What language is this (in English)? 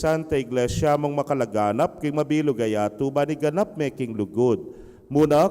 Pampanga